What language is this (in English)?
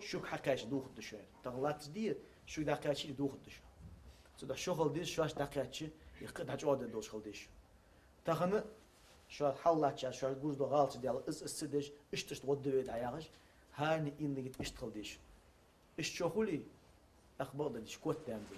Ingush